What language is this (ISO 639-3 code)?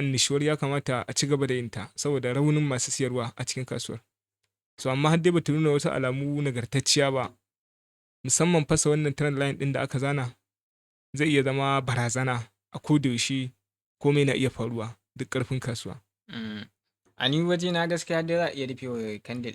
hau